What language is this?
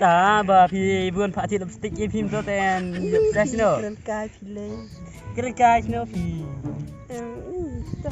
Khasi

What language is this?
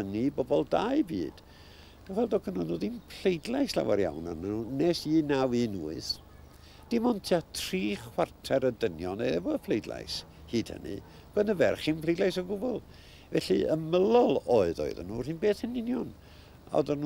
Welsh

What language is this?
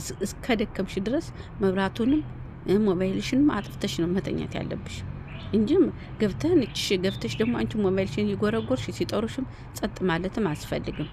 Amharic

